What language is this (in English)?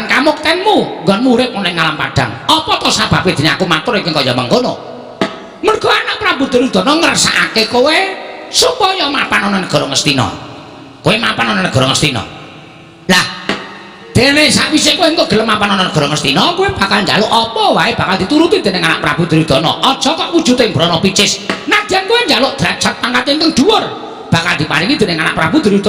Javanese